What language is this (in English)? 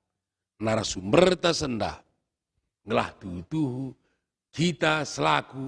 Batak Karo